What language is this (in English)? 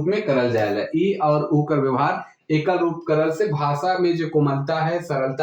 Sadri